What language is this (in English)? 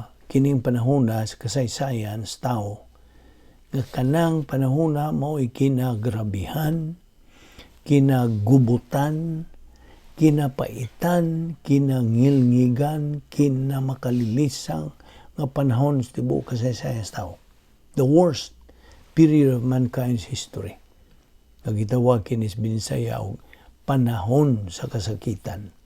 Cebuano